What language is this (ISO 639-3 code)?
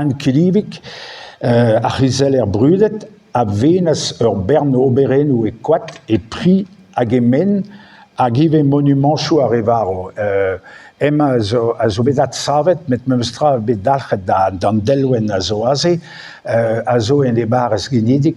bre